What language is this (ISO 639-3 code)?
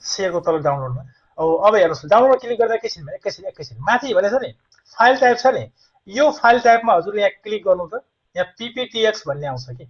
nep